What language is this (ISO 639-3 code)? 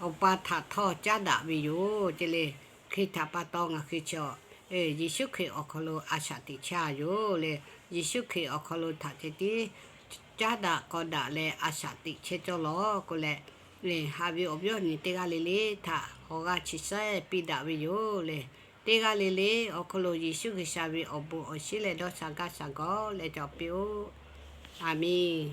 lhu